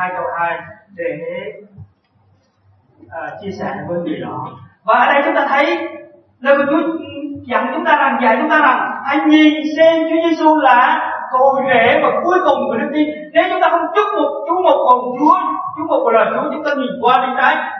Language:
Vietnamese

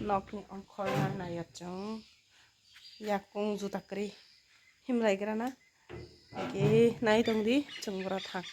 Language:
Kok Borok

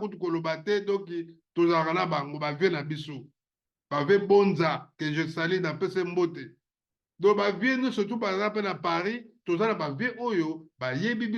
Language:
Lingala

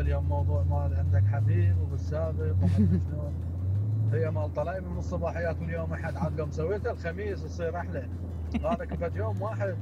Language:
Mesopotamian Arabic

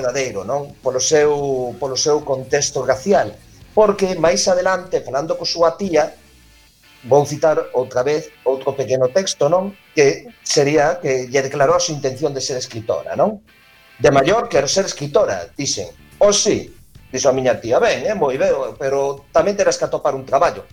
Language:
Galician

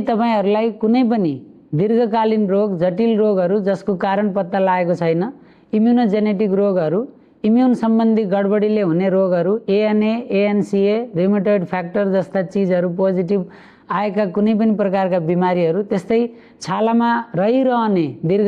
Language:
Nepali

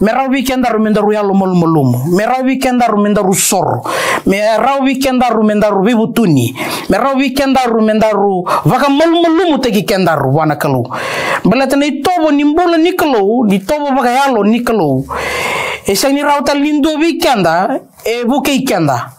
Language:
Fijian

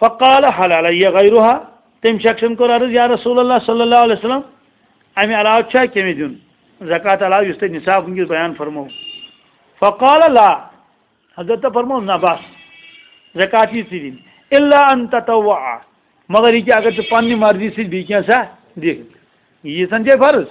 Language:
Kashmiri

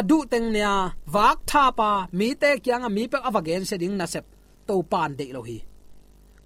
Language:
Tedim Chin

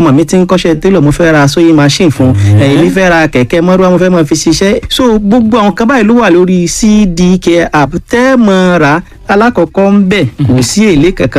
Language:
Yoruba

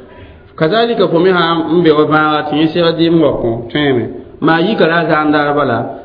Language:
Mossi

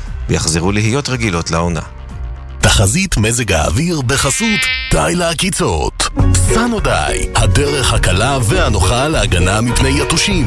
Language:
Hebrew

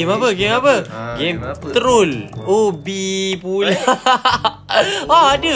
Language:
Malay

